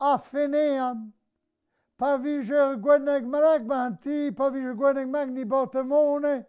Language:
Breton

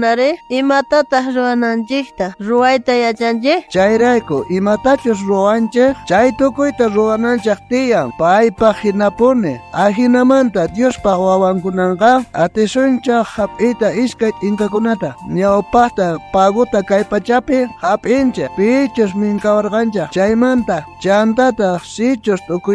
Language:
South Bolivian Quechua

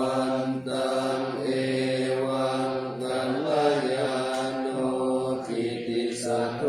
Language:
Pali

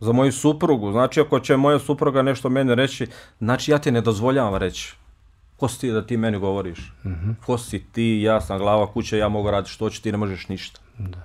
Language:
Bosnian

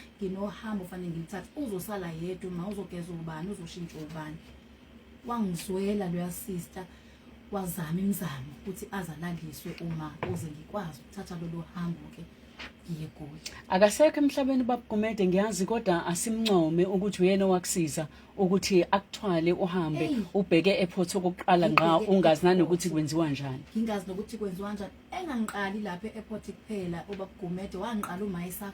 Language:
Zulu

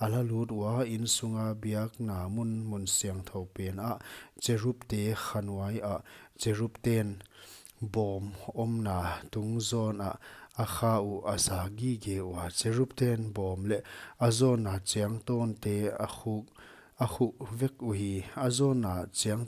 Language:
Paite Chin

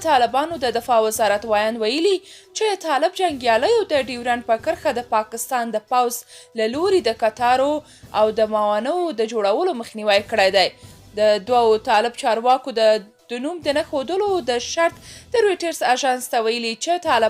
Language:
Pashto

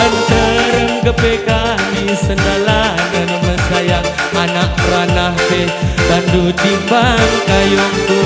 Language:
Batak Karo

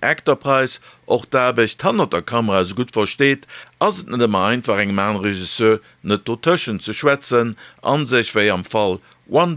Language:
Luxembourgish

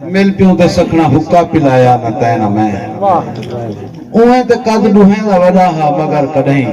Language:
Saraiki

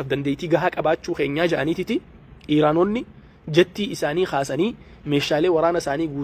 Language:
Oromo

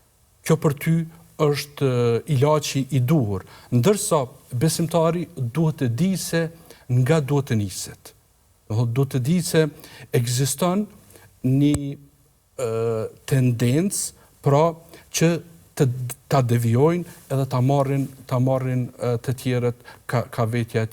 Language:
Albanian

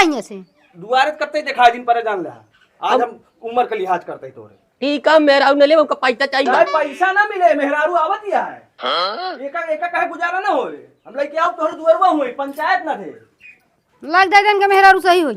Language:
Awadhi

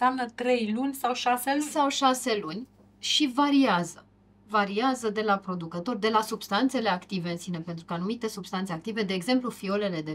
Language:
Romanian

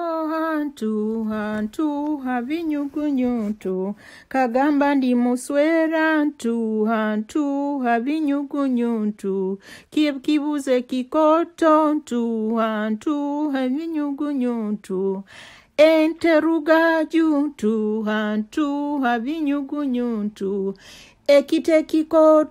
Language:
Nyoro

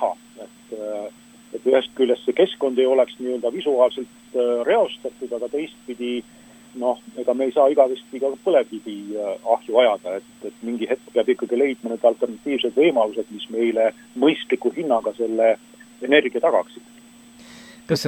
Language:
Estonian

